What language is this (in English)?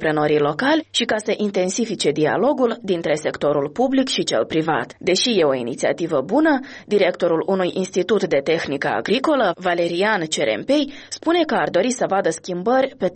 Romanian